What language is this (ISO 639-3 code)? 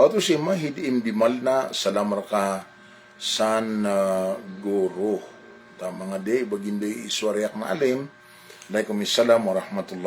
mrw